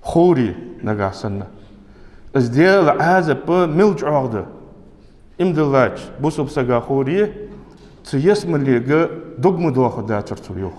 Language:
Ingush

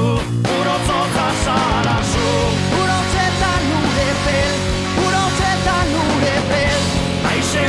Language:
Basque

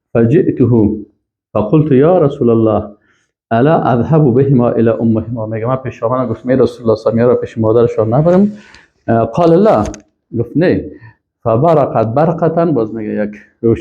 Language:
Persian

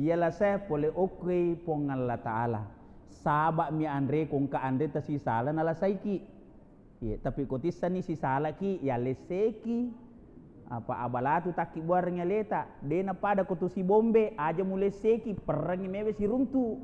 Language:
Buginese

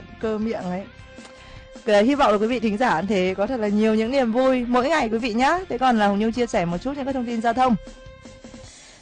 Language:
Vietnamese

